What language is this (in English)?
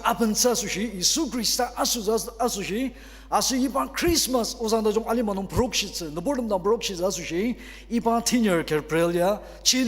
Ao Naga